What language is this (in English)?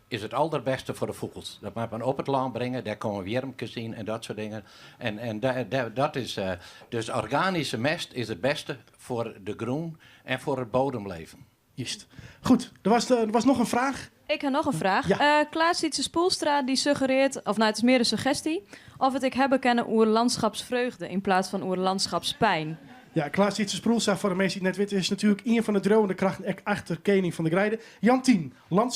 Western Frisian